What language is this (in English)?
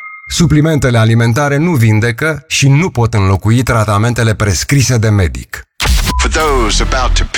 Romanian